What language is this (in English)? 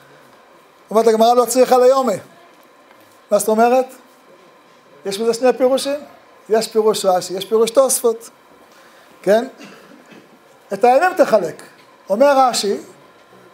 Hebrew